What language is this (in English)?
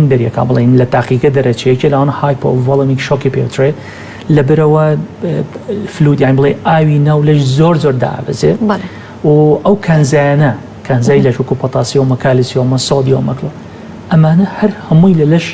Central Kurdish